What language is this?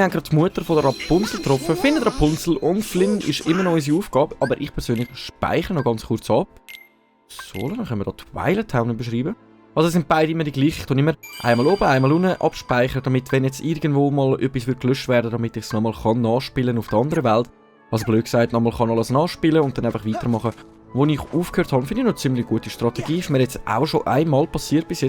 Swiss German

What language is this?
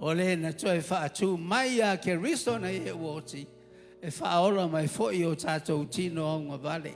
Samoan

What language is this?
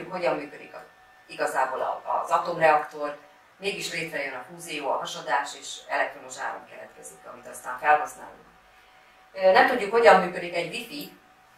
Hungarian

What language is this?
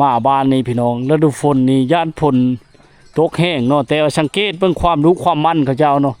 Lao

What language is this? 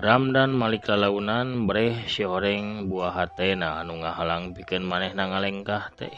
Sundanese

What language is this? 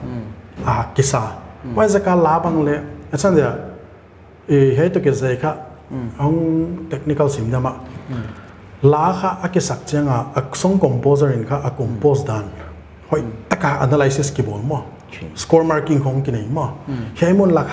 Paite Chin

